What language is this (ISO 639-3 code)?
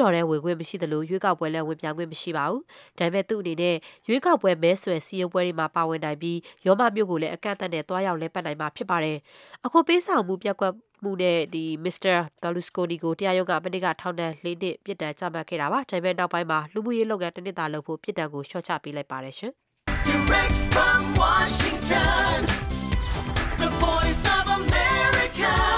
mya